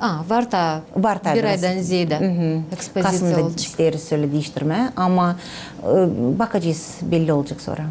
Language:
Gagauz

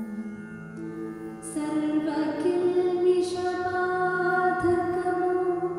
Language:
Telugu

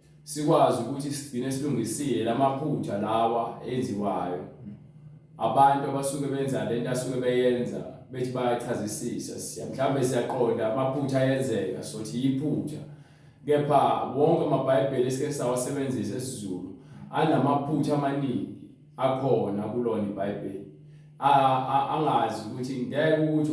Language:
Zulu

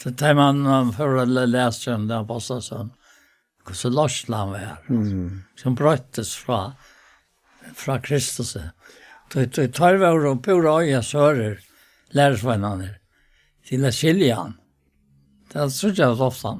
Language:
Faroese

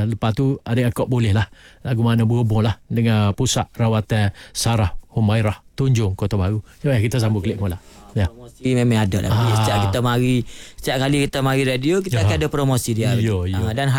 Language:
Malay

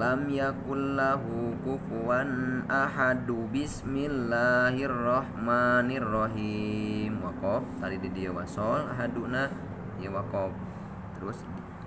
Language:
Sundanese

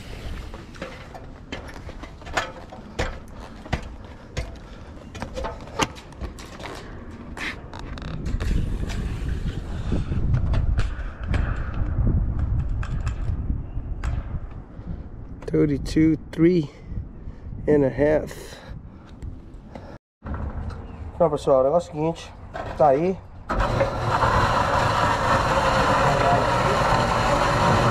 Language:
Portuguese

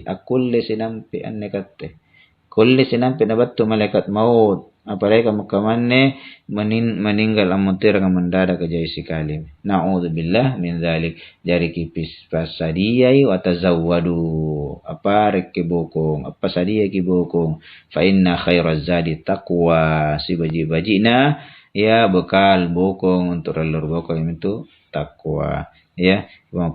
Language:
Makasar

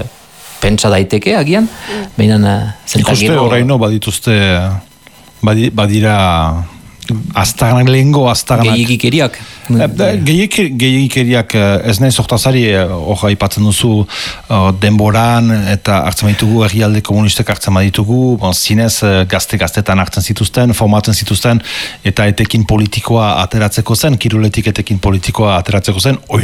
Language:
Basque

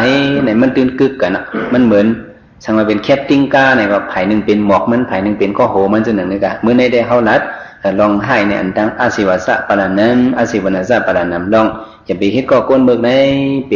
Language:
Shan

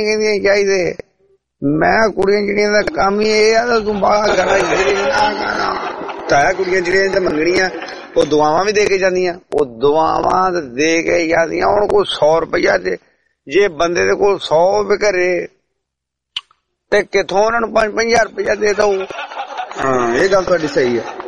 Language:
Punjabi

